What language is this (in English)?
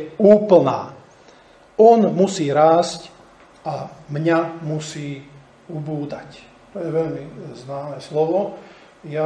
Slovak